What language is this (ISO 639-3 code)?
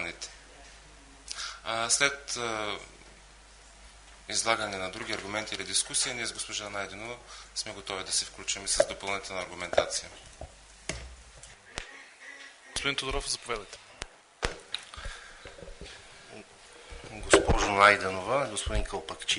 bul